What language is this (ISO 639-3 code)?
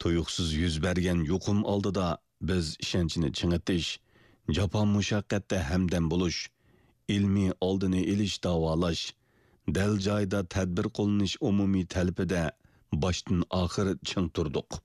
uig